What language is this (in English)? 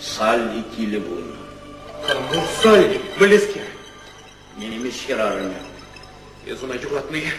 Chuvash